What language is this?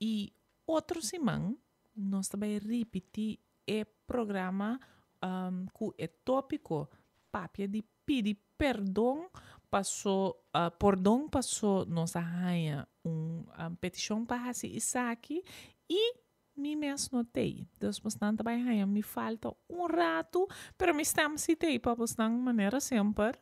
Papiamento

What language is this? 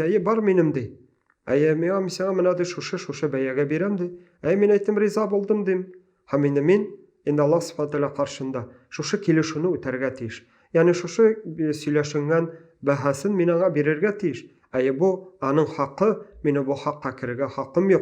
Tatar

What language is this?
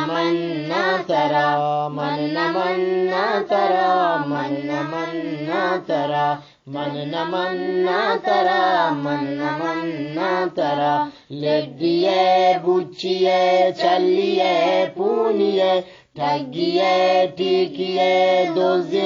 Eastern Balochi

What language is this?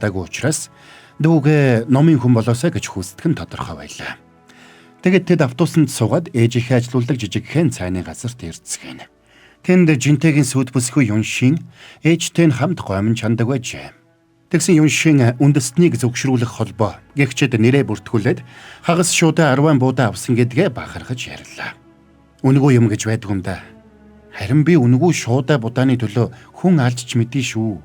Mongolian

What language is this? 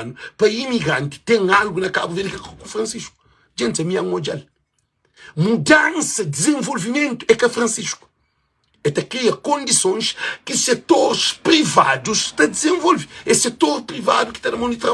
Kabuverdianu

